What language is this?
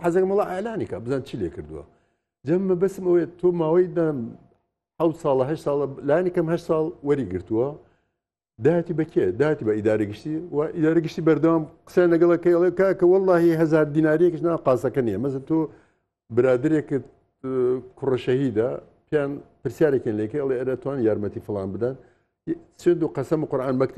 Central Kurdish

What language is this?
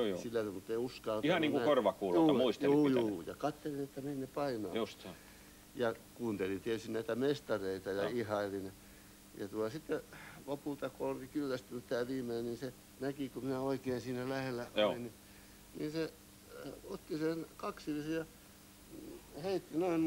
Finnish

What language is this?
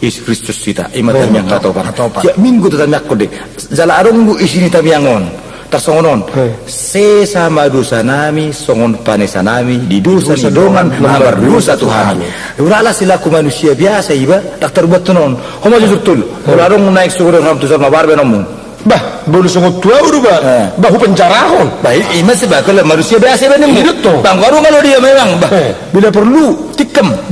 Batak Toba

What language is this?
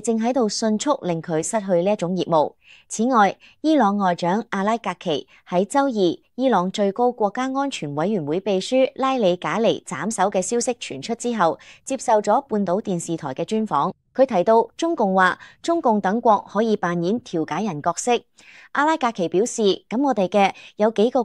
Cantonese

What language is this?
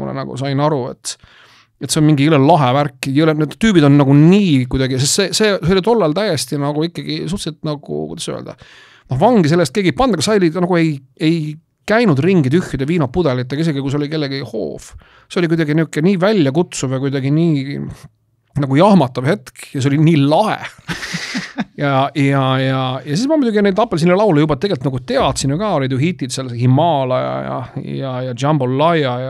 Estonian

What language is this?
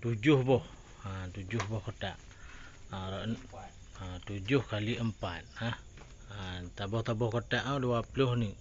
Achinese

